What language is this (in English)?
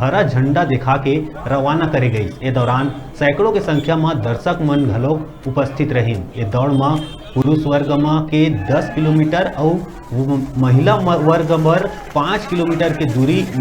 Chhattisgarhi